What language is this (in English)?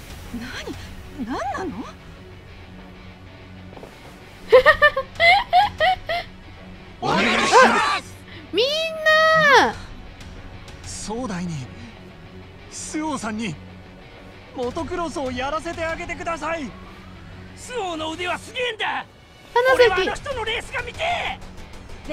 Japanese